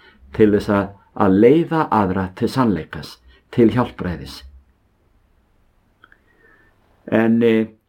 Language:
Icelandic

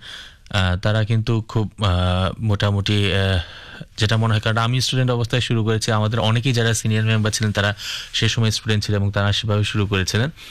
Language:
Bangla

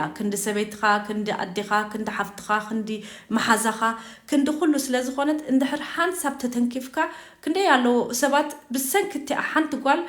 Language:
Tigrinya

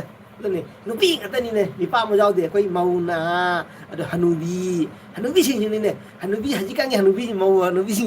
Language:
Manipuri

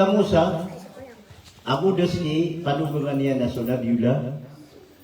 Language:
Maranao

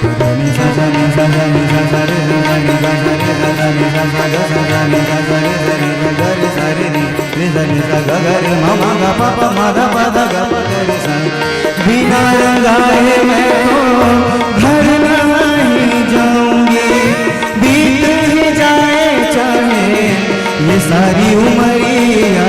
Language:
Chhattisgarhi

